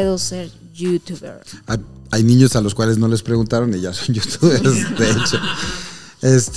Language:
Spanish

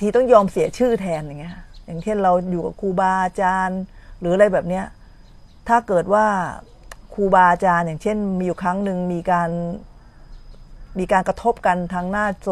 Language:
Thai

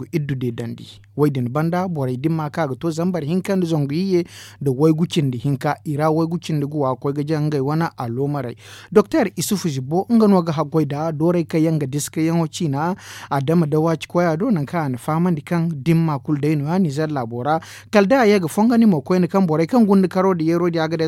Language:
Zarma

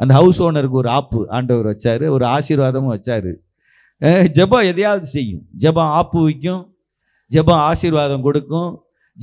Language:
Tamil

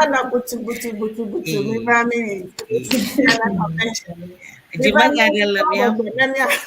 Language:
Ewe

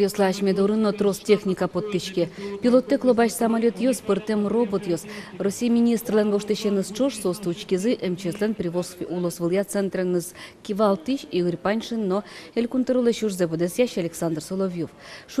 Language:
Udmurt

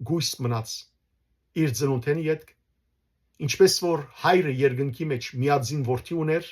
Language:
Western Armenian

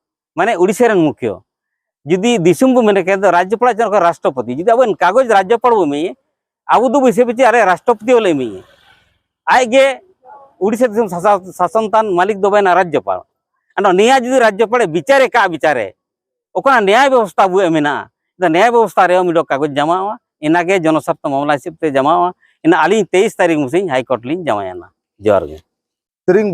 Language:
Santali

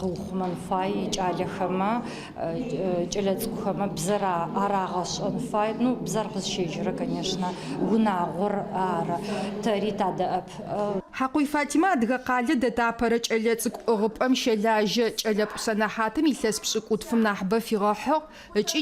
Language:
Adyghe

